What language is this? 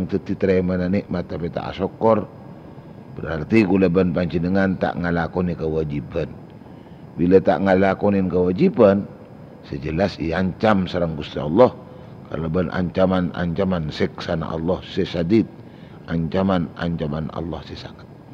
Madurese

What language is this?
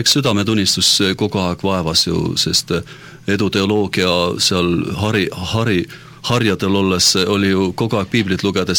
Estonian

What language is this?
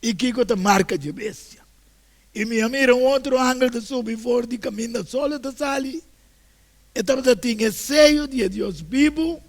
Papiamento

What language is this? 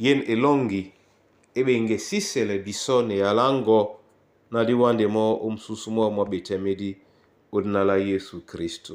Duala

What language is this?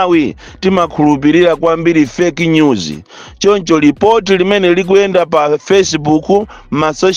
Nyanja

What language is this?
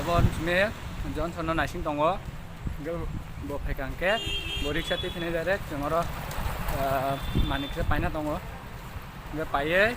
Kok Borok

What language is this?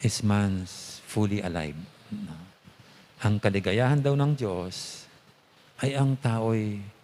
Pampanga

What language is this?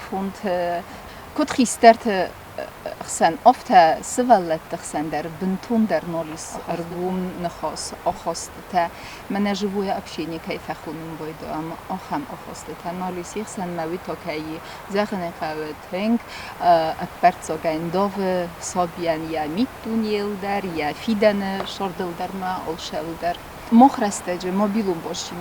Ossetic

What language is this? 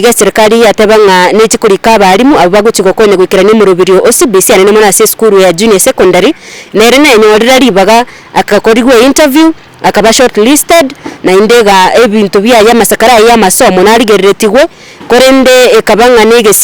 Gusii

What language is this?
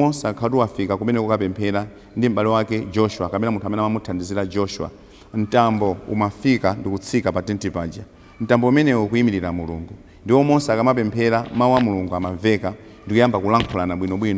Nyanja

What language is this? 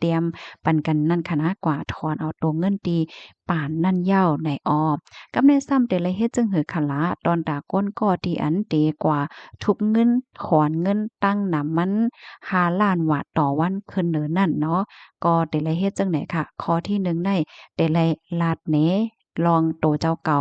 Shan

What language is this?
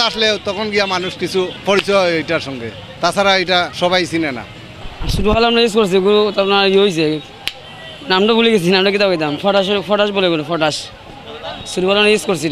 Sylheti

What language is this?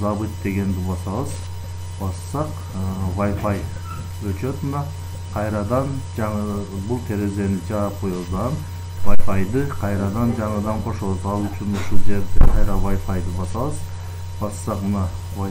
Kyrgyz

